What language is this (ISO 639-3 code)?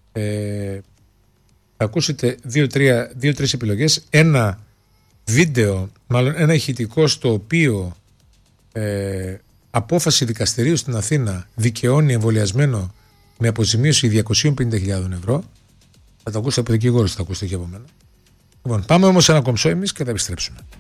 ell